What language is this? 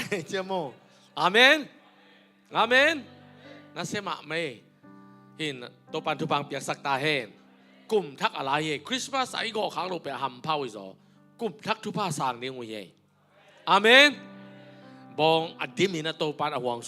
Tedim Chin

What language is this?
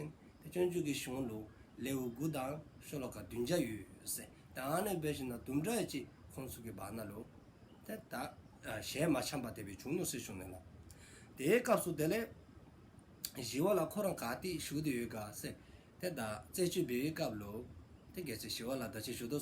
Dzongkha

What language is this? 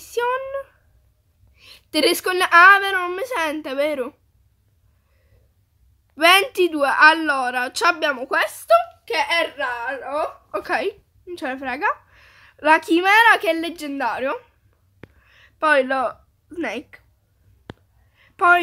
Italian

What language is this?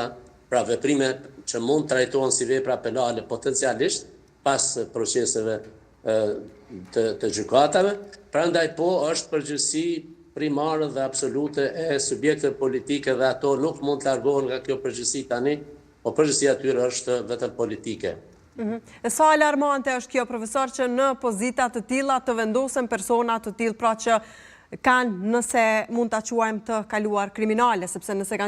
Albanian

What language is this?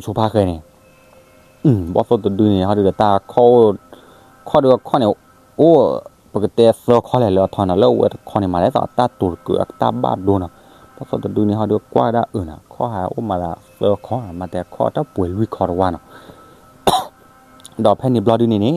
S'gaw Karen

